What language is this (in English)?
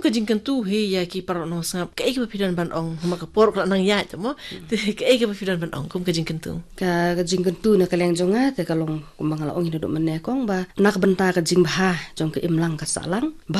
Khasi